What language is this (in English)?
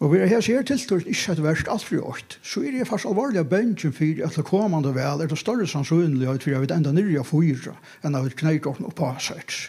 Faroese